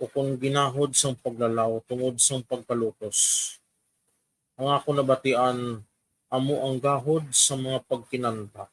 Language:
Hiligaynon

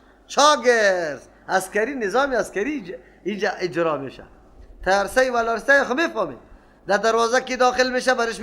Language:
Persian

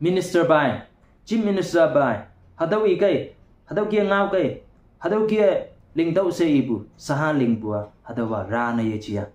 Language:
Konyak Naga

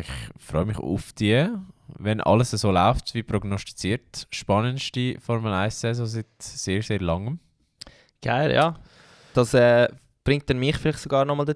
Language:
Swiss German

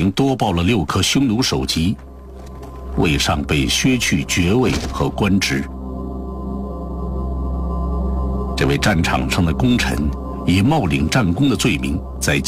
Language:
Chinese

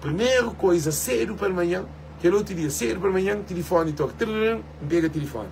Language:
Kabuverdianu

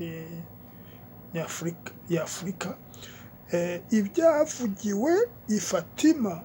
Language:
Kinyarwanda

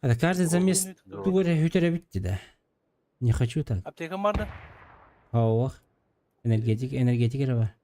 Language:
Yakut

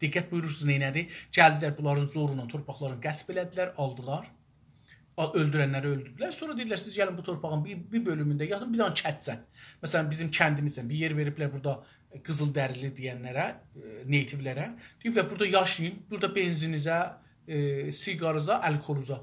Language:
South Azerbaijani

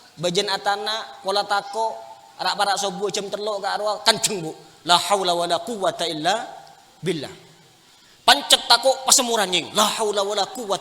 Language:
Madurese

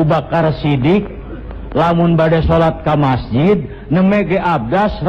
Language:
Sundanese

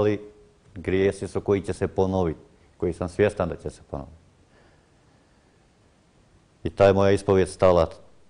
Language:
Croatian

